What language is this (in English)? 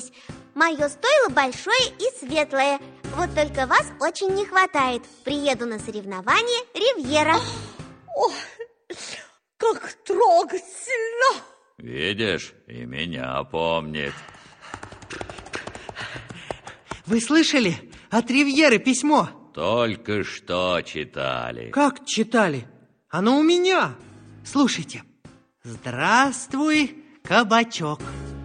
Russian